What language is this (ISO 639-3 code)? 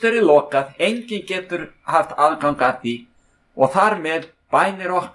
isl